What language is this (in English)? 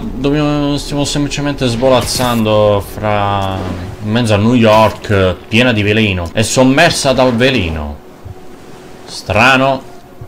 Italian